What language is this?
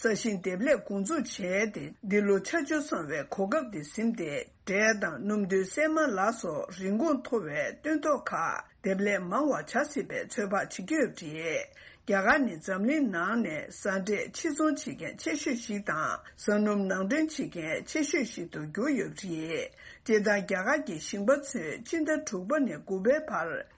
Tibetan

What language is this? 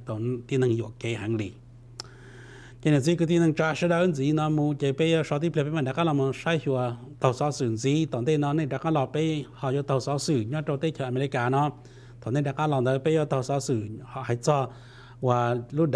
Vietnamese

